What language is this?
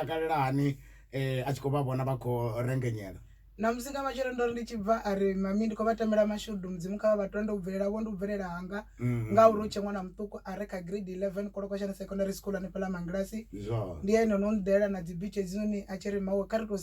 Venda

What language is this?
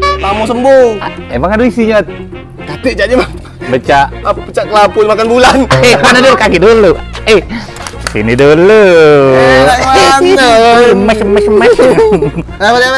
Musi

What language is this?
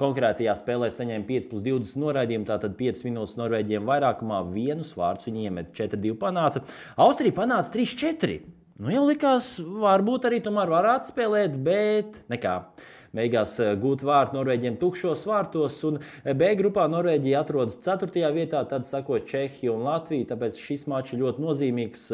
Latvian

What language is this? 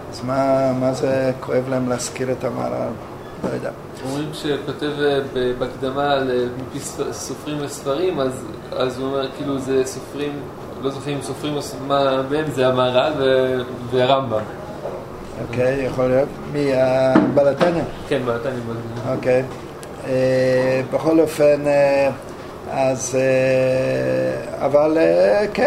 Hebrew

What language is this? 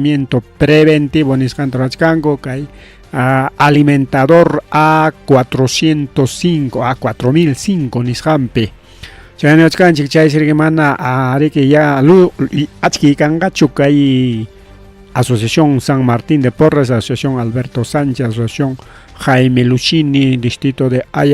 Ayacucho Quechua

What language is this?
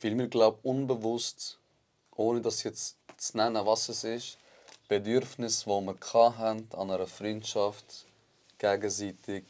Swiss German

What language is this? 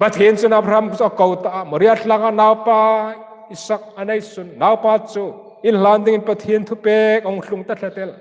Hmar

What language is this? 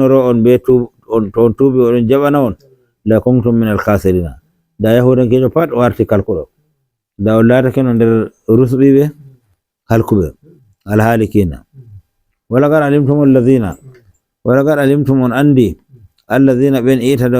Nigerian Fulfulde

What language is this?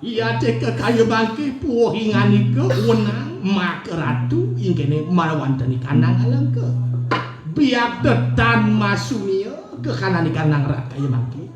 Balinese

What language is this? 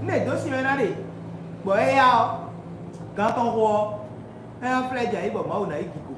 Fon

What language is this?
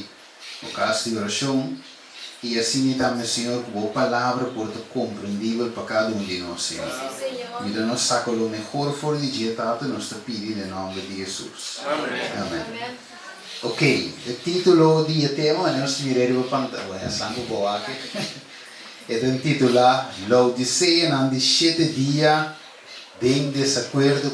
Papiamento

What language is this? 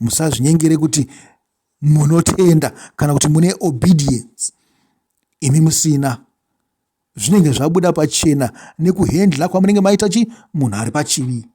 Shona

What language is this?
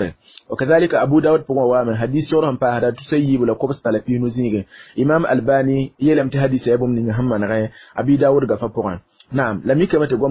Mossi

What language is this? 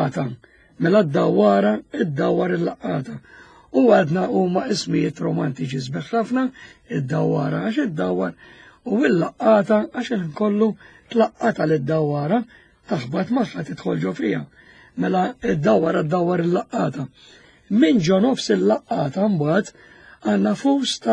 Maltese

